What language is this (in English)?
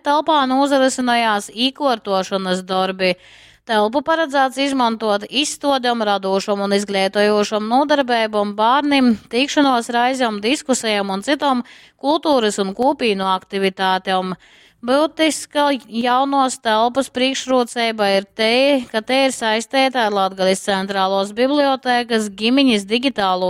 Latgalian